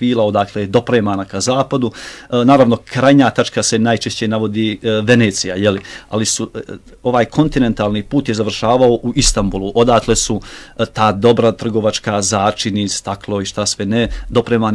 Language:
Bosnian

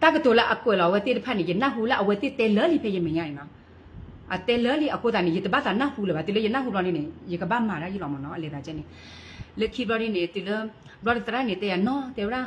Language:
S'gaw Karen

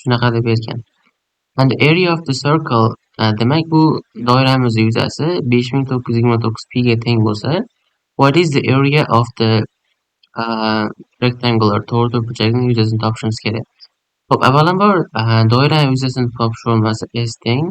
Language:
Uzbek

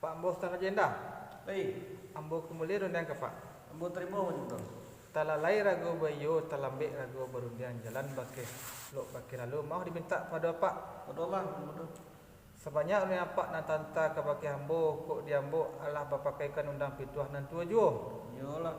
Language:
Minangkabau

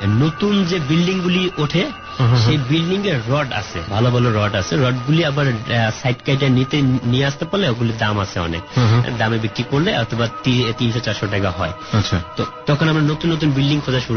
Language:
Bangla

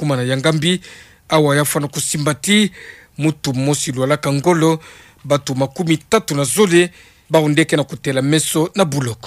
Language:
Kituba (Democratic Republic of Congo)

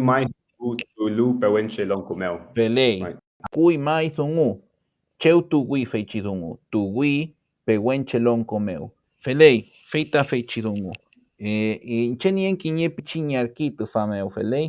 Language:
Mapuche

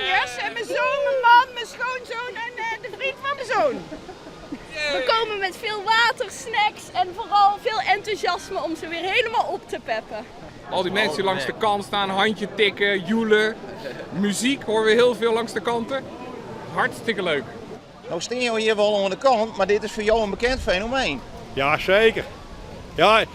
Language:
Western Frisian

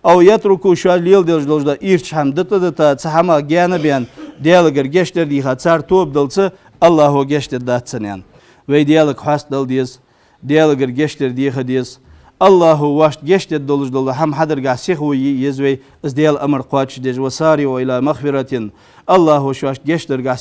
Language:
Ingush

